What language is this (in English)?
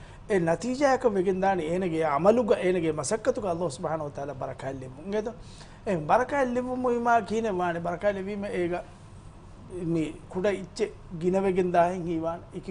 Divehi